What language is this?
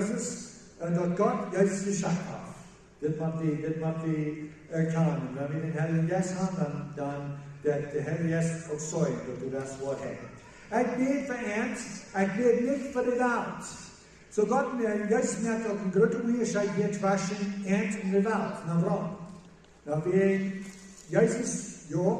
Plautdietsch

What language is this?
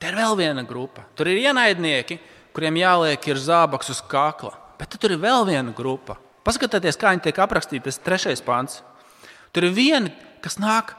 Latvian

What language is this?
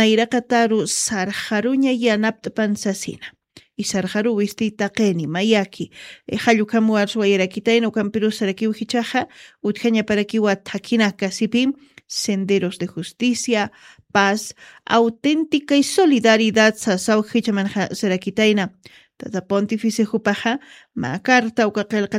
Aymara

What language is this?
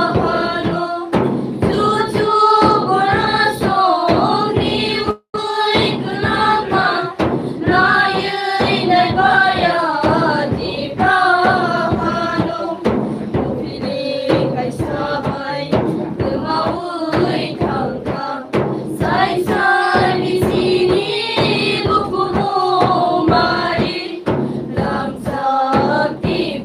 Kok Borok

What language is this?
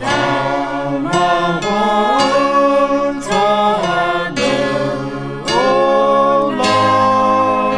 Akha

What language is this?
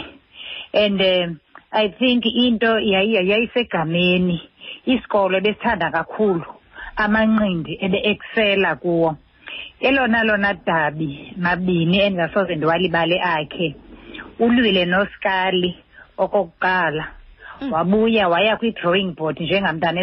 Xhosa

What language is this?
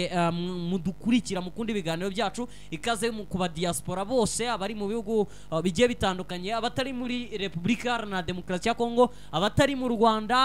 Kinyarwanda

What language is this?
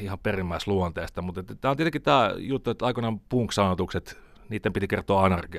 Finnish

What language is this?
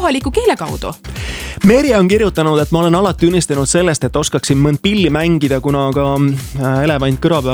Estonian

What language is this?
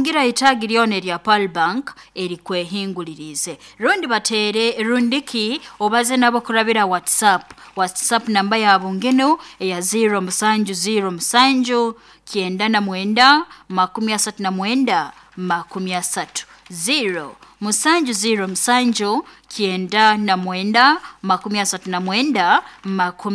Nyoro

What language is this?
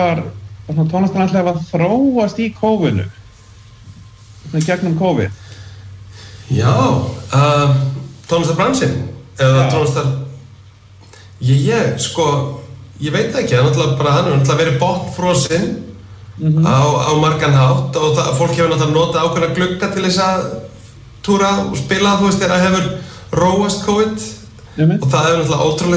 Icelandic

